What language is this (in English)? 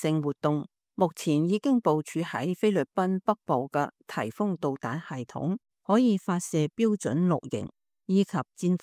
Cantonese